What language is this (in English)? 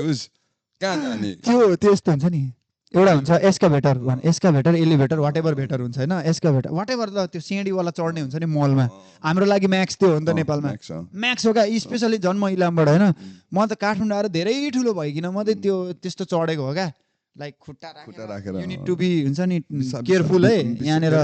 Nepali